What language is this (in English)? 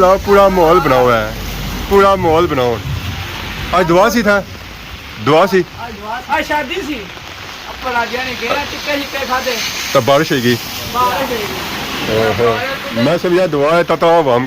Pahari-Potwari